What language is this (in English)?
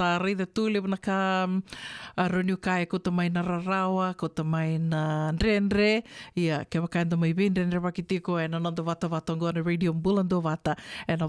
Fijian